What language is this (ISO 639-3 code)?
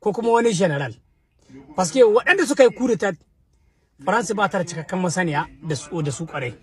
hau